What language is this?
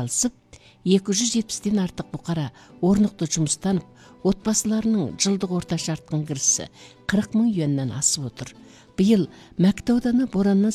Kazakh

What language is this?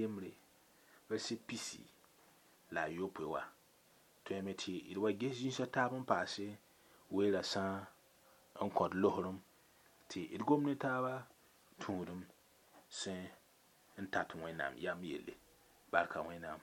Mossi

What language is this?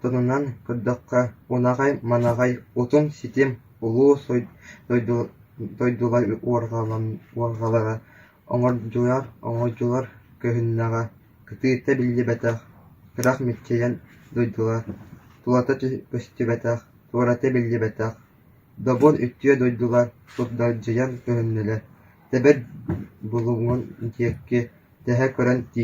Yakut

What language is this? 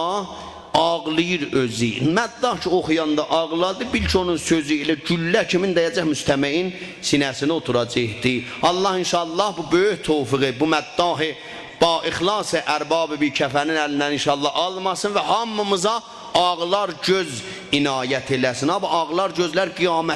South Azerbaijani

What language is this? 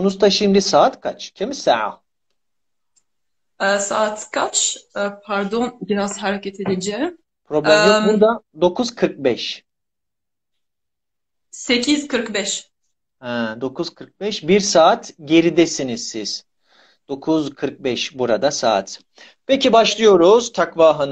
Turkish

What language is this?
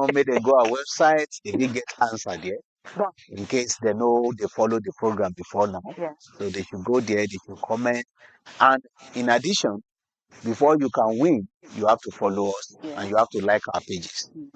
Nigerian Pidgin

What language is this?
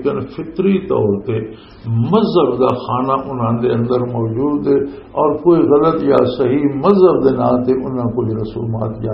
Western Panjabi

